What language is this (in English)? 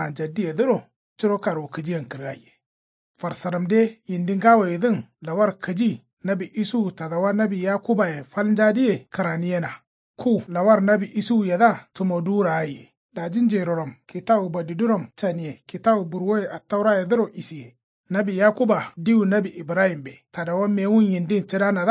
Kanuri